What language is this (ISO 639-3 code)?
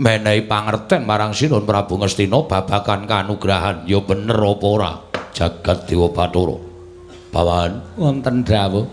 jav